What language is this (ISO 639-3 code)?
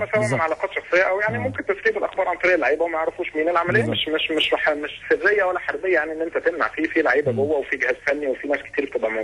arz